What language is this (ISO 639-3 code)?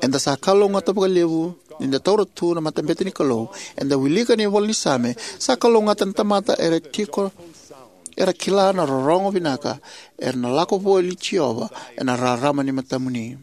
fij